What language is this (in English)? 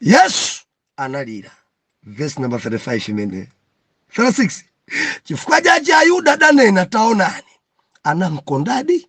Nyanja